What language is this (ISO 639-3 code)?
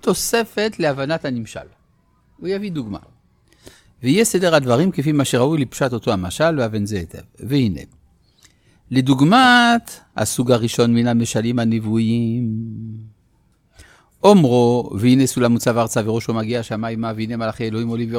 heb